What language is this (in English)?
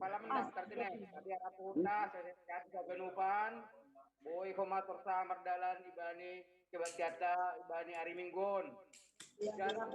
Batak Simalungun